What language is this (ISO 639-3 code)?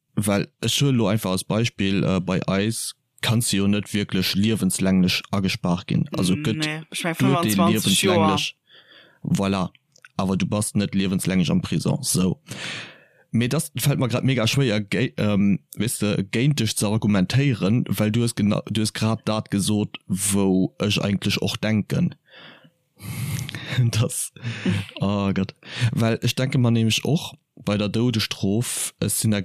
ltz